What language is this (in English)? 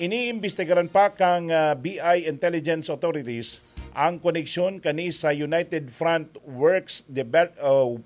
Bikol